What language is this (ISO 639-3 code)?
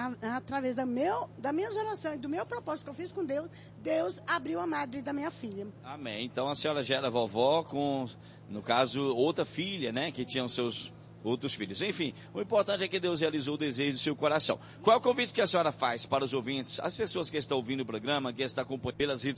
por